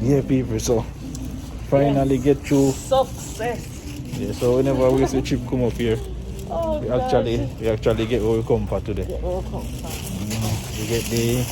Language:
Jamaican Creole English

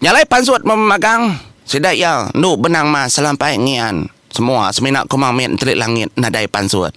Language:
Iban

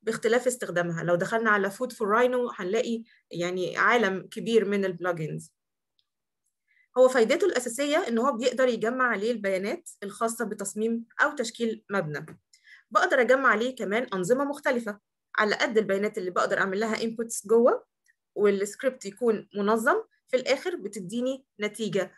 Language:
Egyptian Arabic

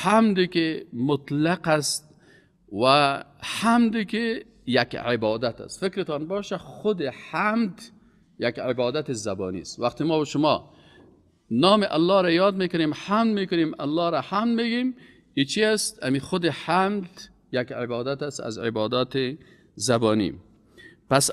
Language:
Persian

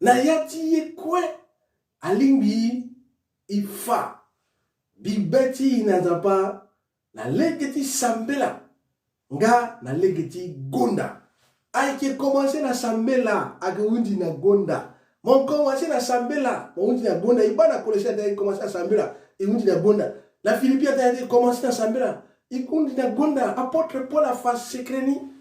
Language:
Sango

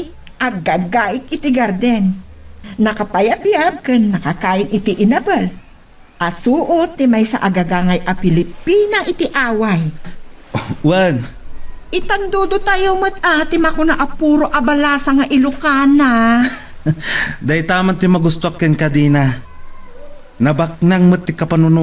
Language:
Iloko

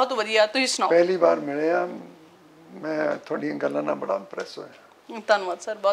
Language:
Punjabi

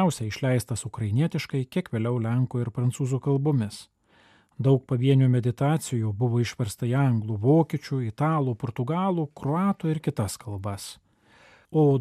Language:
Lithuanian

